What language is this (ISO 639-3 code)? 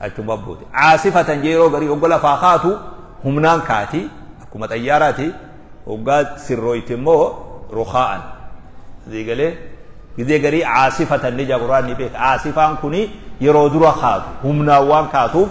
orm